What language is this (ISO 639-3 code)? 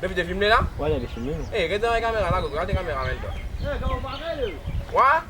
mfe